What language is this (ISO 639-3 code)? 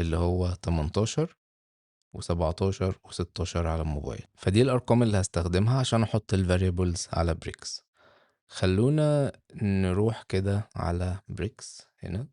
arz